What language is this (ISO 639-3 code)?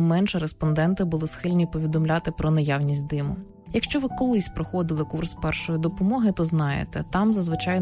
ukr